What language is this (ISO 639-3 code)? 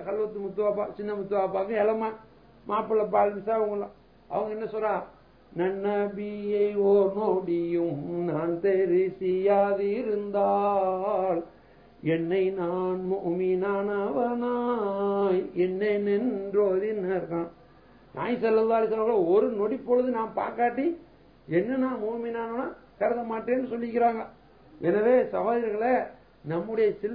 tam